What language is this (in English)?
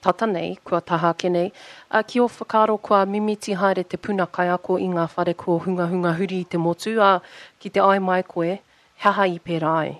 Māori